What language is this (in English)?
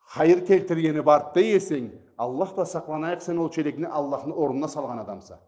Karachay-Balkar